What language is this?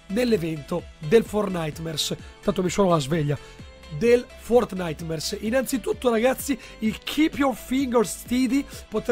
Italian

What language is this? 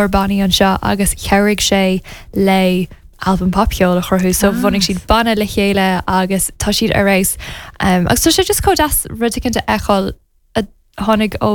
Irish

